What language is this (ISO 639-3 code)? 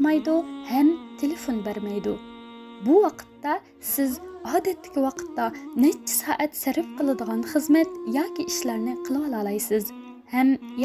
uig